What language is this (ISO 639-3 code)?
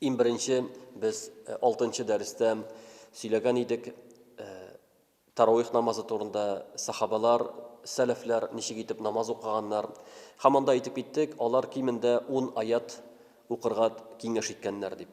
tat